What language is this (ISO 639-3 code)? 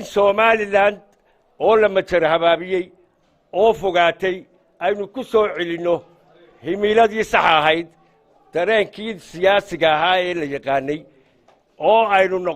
som